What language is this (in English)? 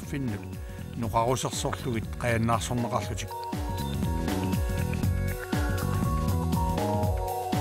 Kalaallisut